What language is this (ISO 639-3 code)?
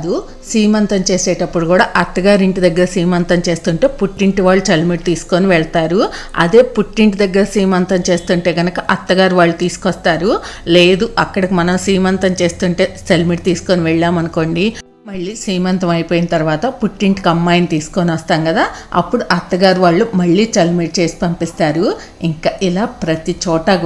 tel